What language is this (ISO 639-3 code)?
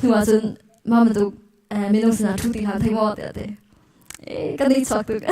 cnh